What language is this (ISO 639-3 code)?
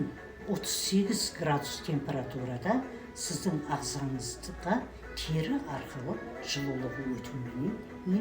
kaz